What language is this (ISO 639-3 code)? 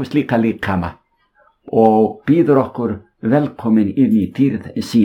isl